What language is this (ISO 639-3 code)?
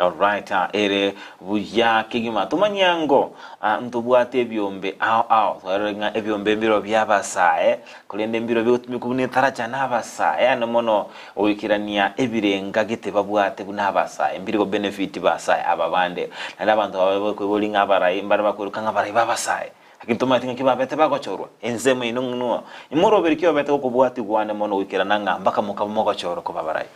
guz